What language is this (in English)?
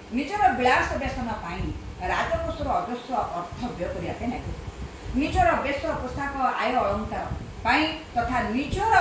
Odia